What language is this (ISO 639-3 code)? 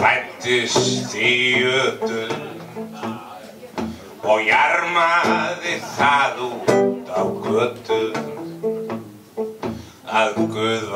isl